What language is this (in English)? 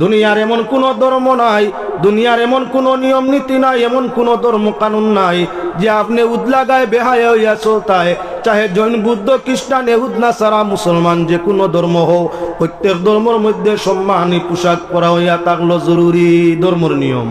Sylheti